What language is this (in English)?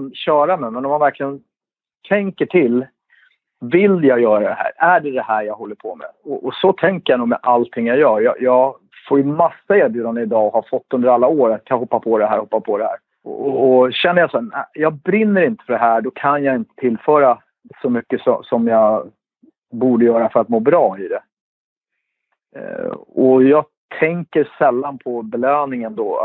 Swedish